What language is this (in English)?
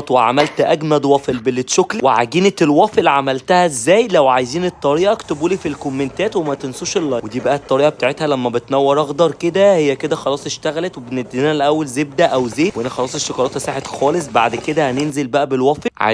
Egyptian Arabic